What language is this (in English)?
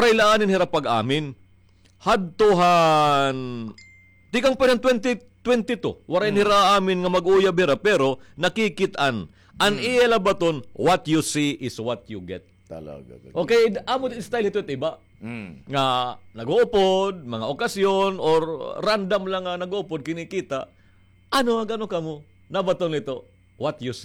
Waray